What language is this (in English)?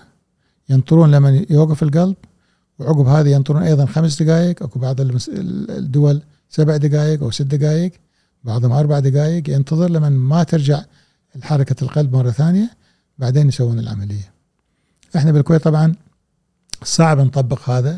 Gulf Arabic